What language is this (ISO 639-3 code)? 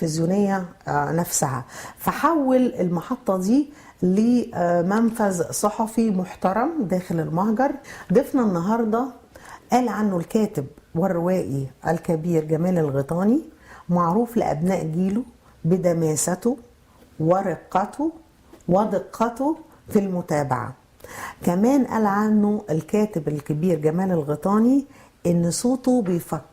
arz